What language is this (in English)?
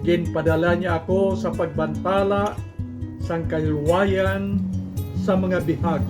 Hiligaynon